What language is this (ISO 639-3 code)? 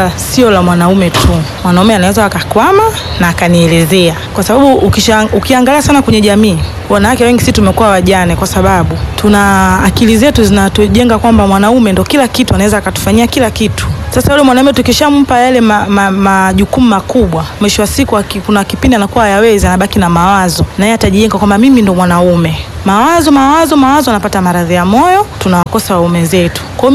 swa